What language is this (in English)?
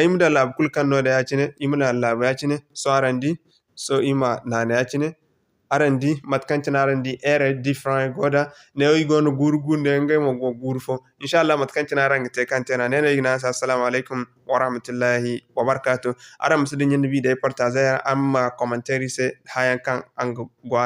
Zarma